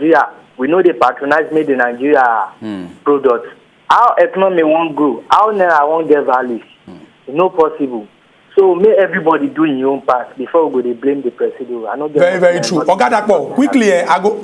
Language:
Nigerian Pidgin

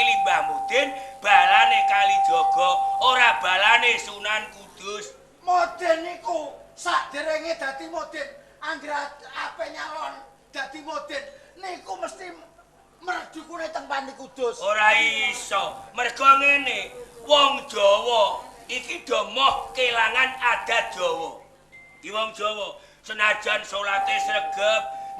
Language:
Javanese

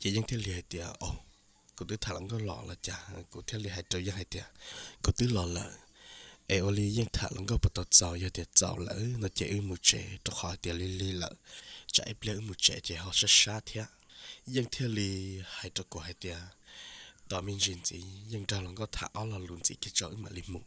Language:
Hmong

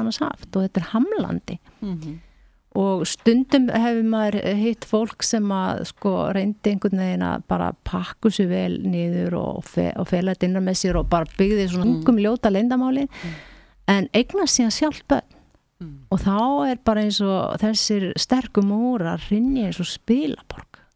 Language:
Icelandic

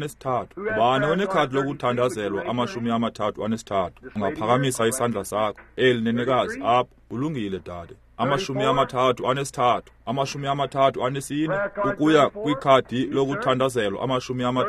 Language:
Xhosa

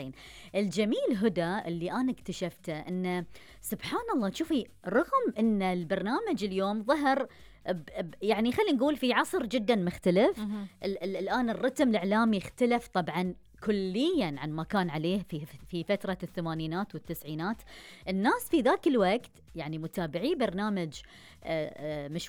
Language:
Gulf Arabic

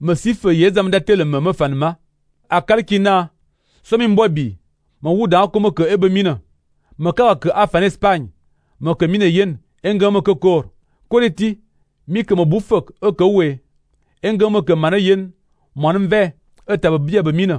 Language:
Fang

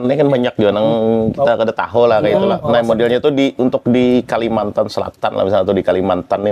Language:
Banjar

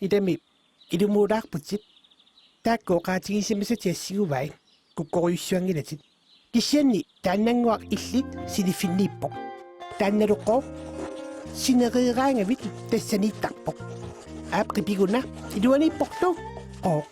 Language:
Kalaallisut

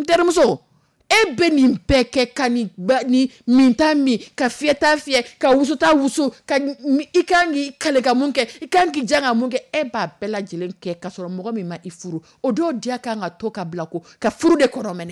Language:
Dyula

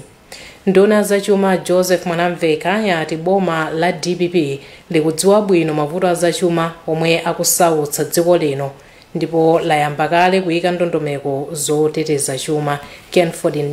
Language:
Nyanja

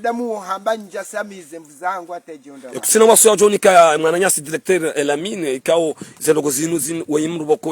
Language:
Ngazidja Comorian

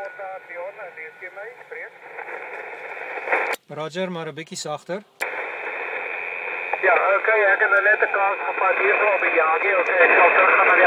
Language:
Afrikaans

